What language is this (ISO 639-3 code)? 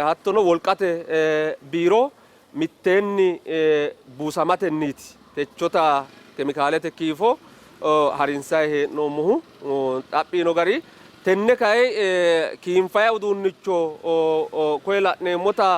sid